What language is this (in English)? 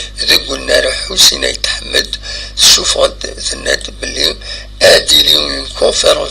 Kabyle